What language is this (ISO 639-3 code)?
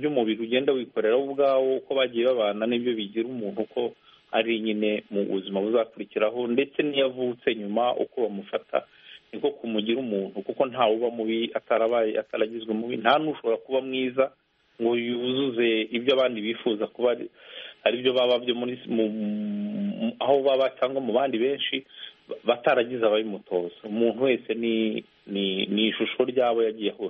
kin